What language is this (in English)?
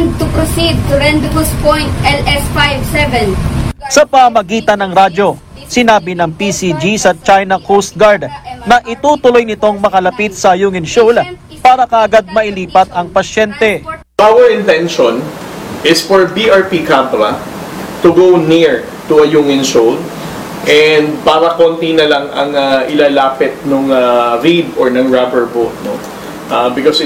Filipino